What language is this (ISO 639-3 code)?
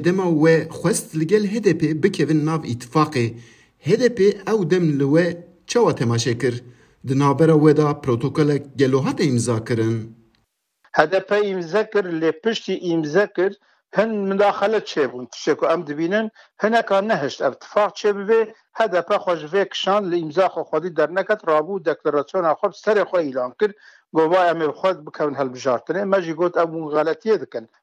kur